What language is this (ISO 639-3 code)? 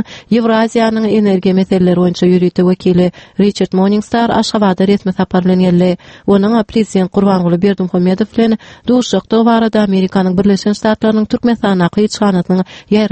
tuk